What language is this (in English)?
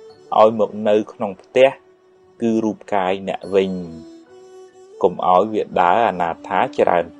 Khmer